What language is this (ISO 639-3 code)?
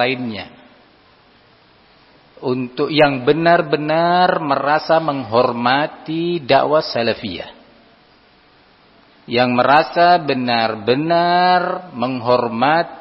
ind